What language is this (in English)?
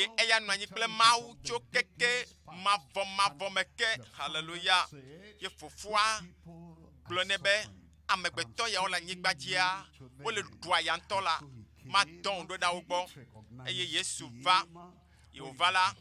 Ewe